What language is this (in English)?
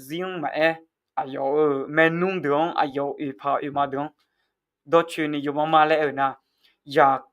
Akha